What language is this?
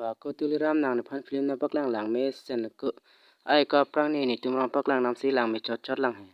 Karbi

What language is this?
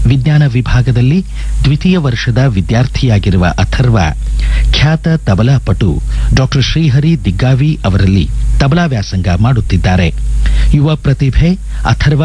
Kannada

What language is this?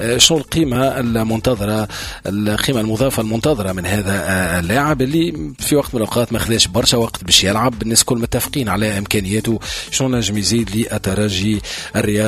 Tunisian Arabic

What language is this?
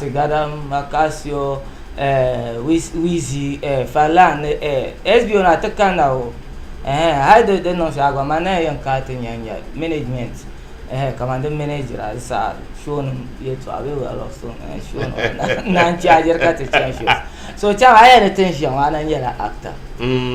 Dagbani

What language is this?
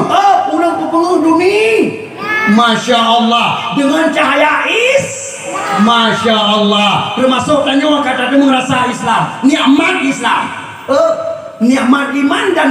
Achinese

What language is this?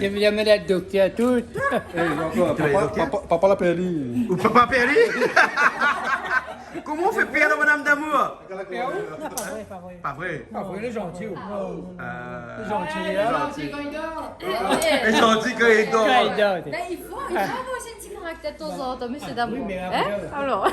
Réunion Creole French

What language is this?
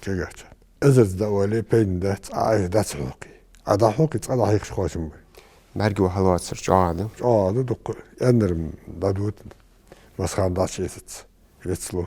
Ingush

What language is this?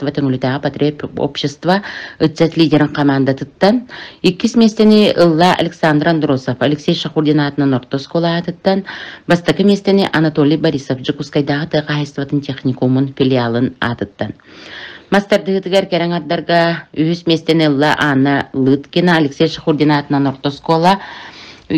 Yakut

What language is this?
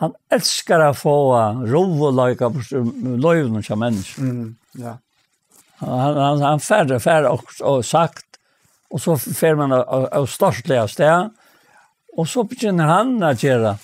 Faroese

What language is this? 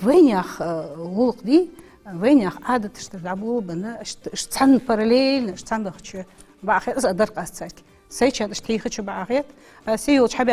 Ingush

